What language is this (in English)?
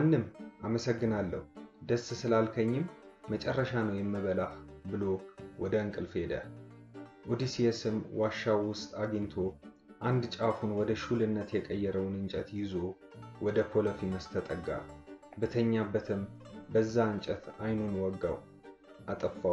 Amharic